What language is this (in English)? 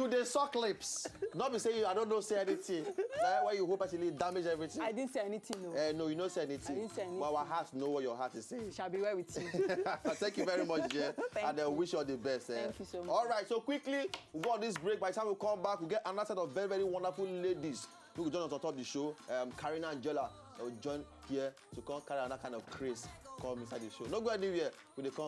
Nigerian Pidgin